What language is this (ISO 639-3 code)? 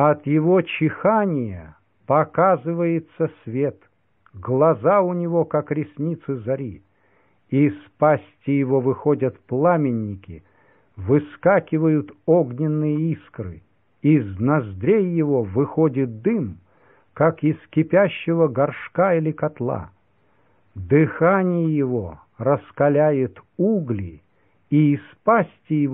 rus